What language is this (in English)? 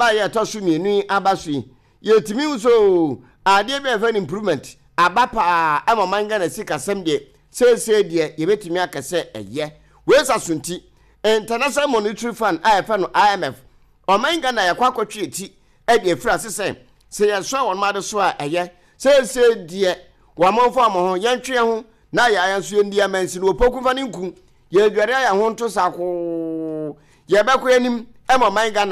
Akan